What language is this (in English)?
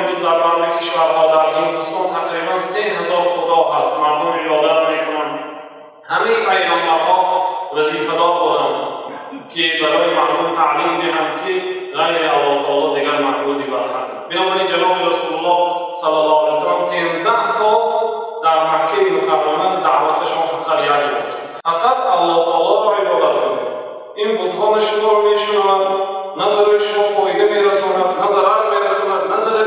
Tajik